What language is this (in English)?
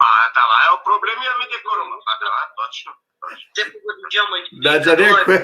Balkan Romani